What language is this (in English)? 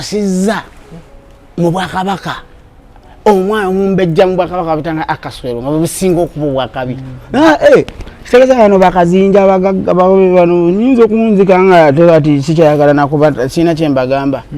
Ganda